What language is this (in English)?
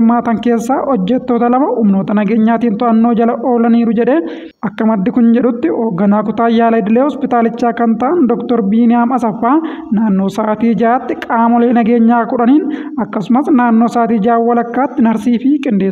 Oromo